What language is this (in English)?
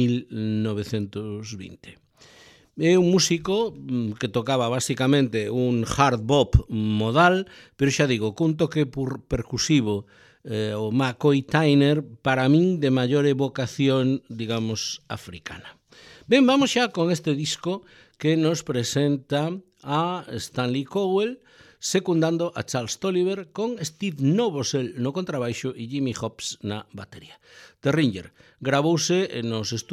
Galician